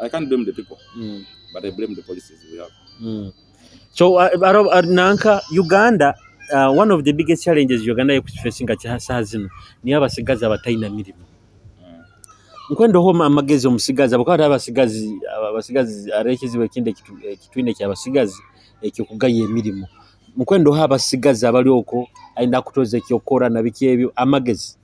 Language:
Nyoro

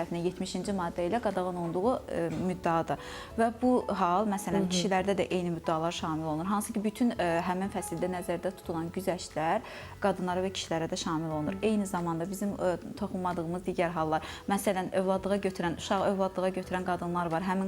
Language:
Azerbaijani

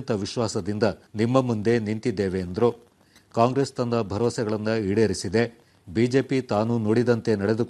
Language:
Kannada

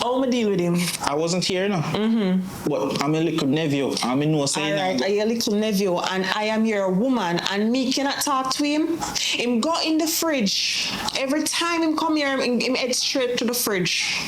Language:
Jamaican Creole English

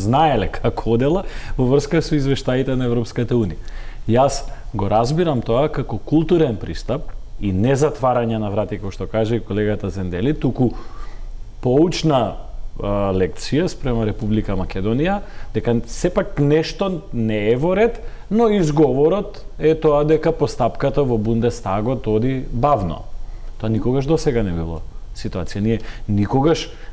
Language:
Macedonian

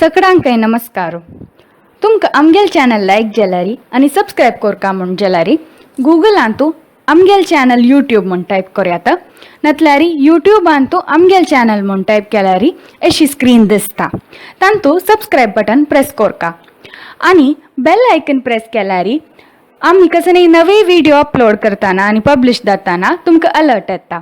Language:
Konkani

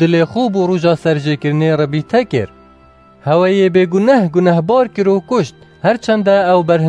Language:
Kurdish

